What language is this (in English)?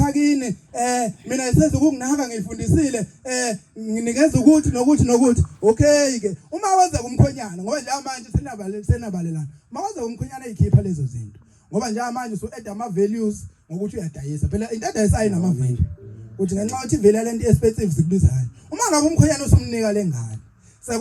Zulu